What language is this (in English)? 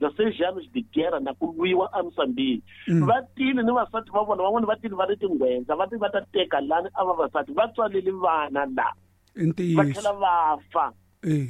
Tsonga